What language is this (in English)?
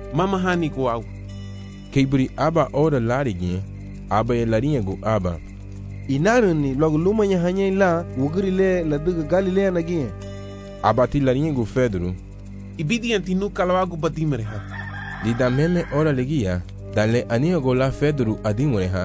Garifuna